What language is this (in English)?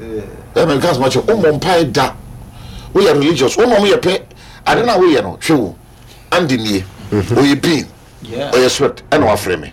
Akan